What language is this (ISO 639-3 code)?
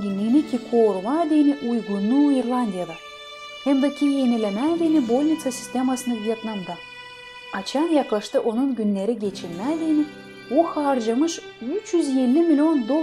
gag